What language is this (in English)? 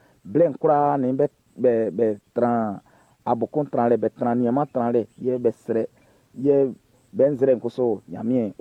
Baoulé